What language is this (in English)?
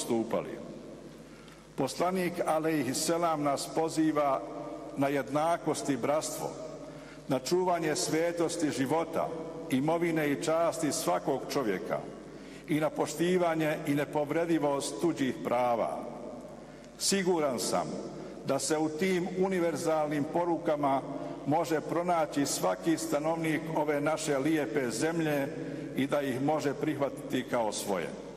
Bosnian